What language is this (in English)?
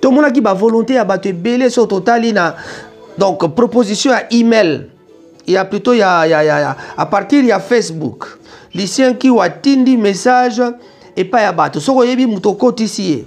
Lingala